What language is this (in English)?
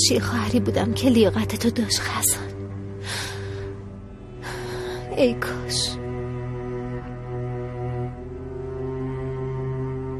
Persian